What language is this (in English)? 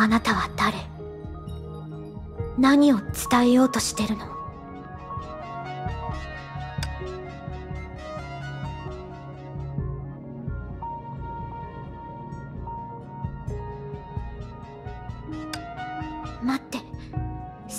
Japanese